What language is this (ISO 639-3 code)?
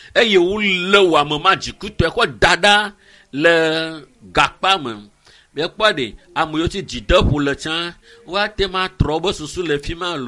ewe